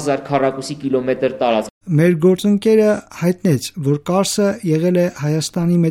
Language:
Armenian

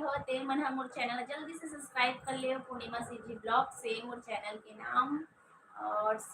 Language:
Chhattisgarhi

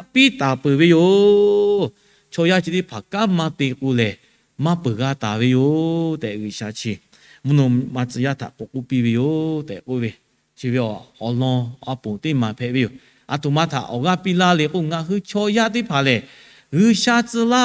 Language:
Lahu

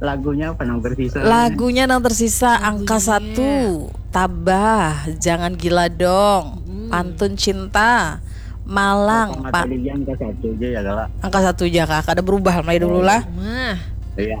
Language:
Banjar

